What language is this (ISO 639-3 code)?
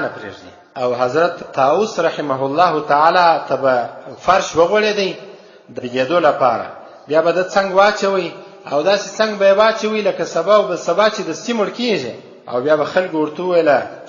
pus